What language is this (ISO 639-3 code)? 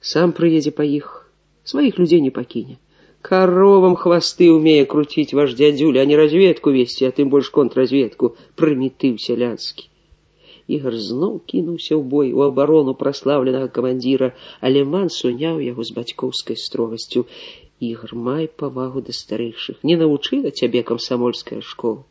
bel